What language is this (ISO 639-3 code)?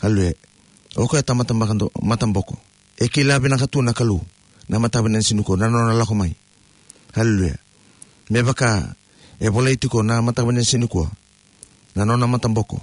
fij